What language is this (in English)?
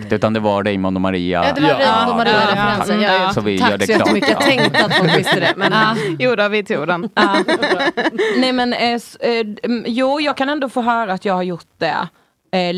Swedish